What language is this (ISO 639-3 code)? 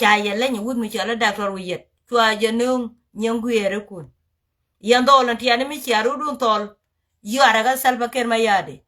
nus